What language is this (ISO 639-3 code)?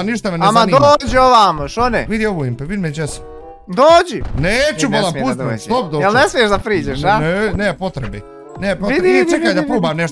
bos